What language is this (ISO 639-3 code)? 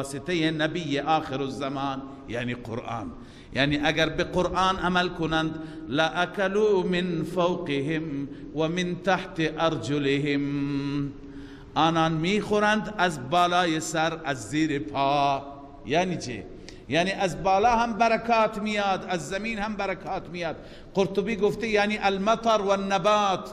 fas